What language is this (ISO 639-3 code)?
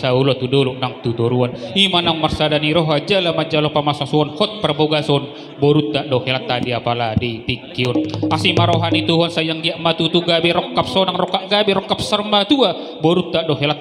bbc